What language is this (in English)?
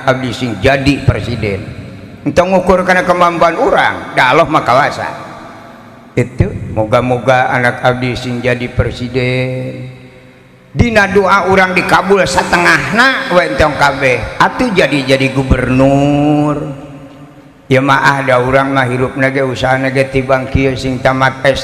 Sundanese